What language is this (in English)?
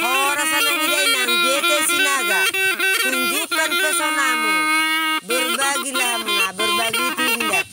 Batak Toba